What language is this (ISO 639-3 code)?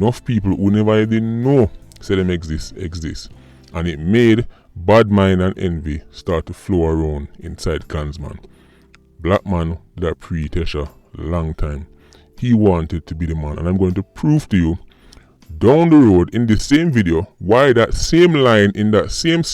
jam